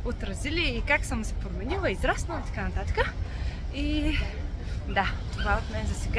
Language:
Bulgarian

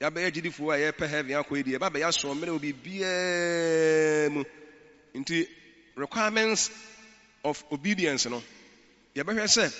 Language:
Akan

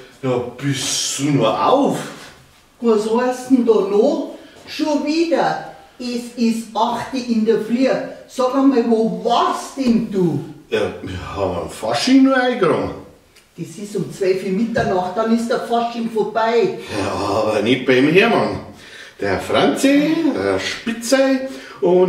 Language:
Bavarian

